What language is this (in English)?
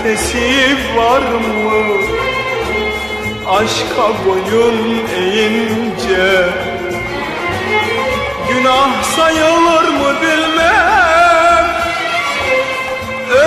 Turkish